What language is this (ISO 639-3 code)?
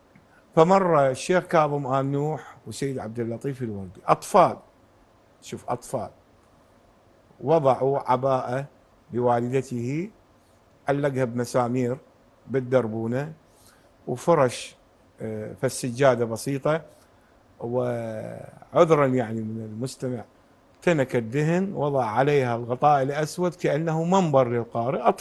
ara